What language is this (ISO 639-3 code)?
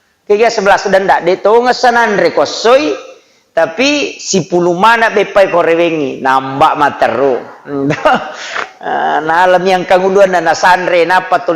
bug